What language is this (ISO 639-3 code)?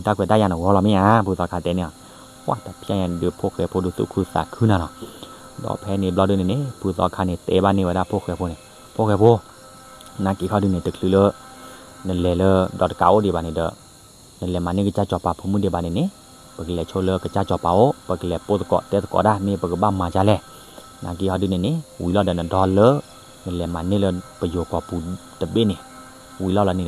ksw